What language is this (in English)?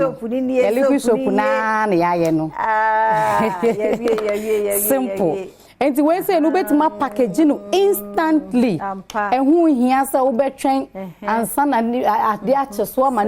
Akan